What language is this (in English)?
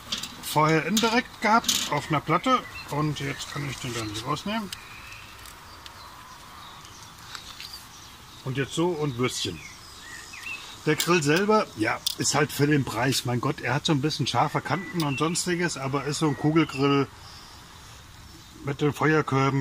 German